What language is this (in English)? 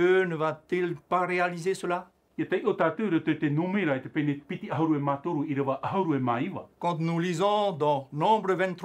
Tahitian